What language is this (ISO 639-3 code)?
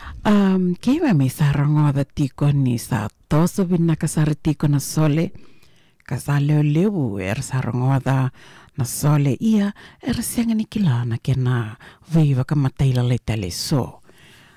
fij